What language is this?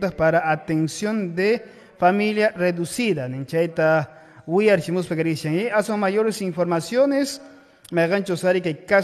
Quechua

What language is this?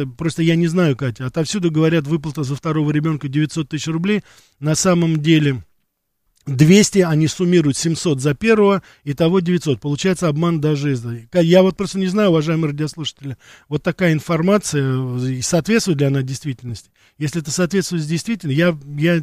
Russian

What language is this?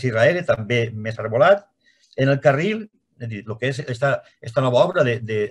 Catalan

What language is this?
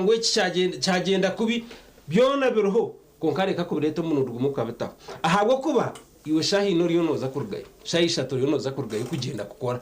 Nyankole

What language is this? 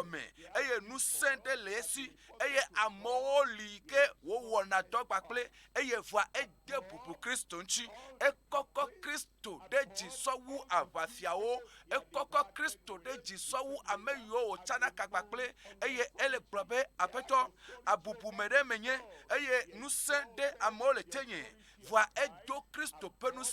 Ewe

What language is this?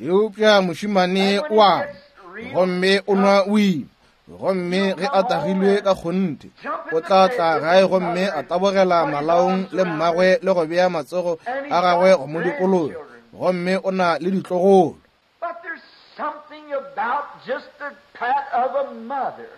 Northern Sotho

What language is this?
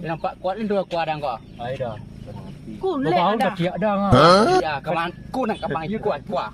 Minangkabau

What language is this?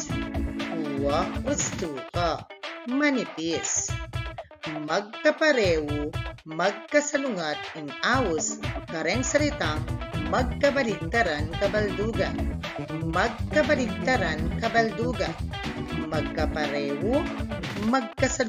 Pampanga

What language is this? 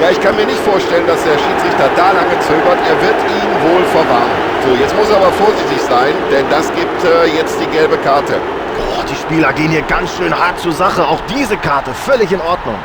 Bavarian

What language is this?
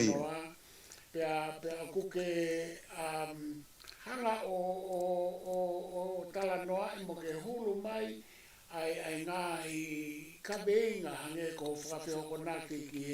Tongan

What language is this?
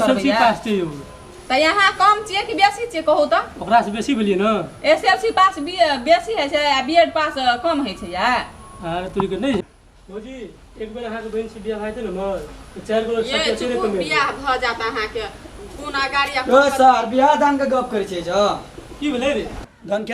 Maithili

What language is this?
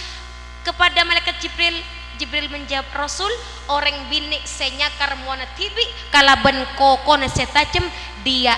Madurese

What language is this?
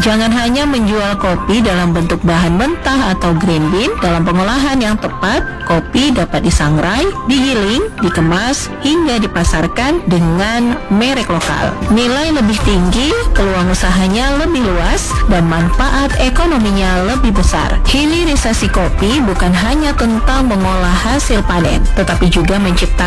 Indonesian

